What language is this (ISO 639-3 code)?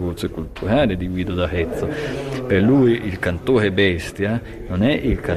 ita